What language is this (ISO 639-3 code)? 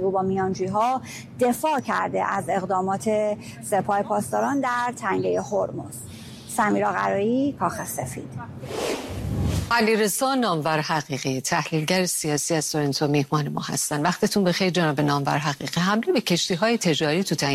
fas